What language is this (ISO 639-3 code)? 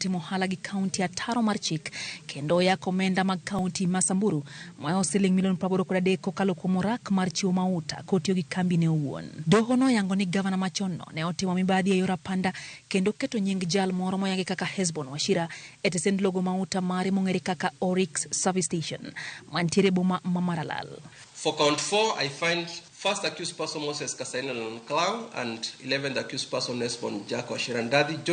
luo